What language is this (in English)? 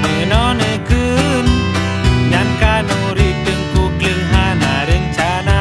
Achinese